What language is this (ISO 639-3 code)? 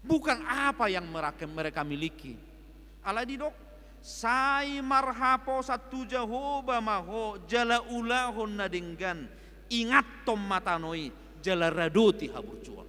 bbc